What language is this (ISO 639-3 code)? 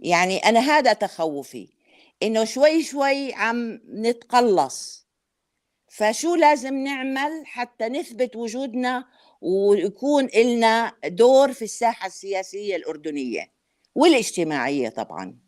apc